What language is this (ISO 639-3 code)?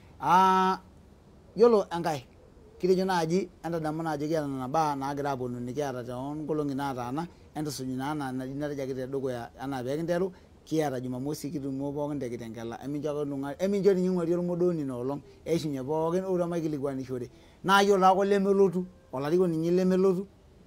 mas